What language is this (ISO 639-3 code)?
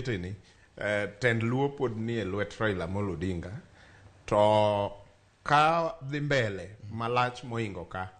luo